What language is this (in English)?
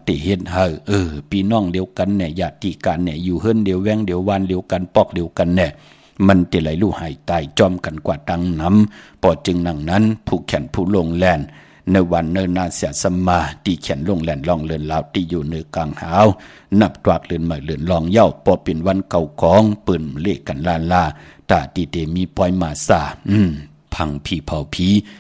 Shan